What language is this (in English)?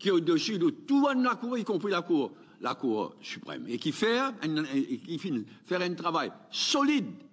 Morisyen